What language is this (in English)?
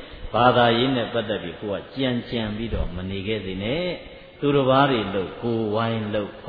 Burmese